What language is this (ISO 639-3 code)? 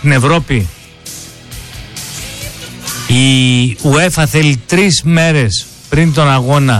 ell